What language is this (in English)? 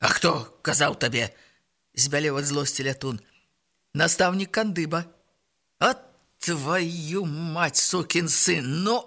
Belarusian